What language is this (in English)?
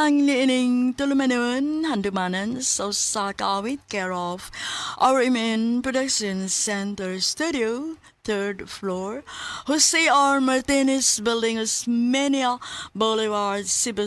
Cebuano